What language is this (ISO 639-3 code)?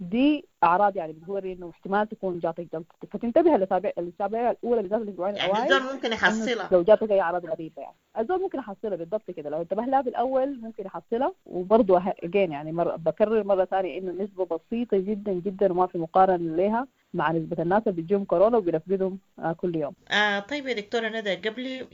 apd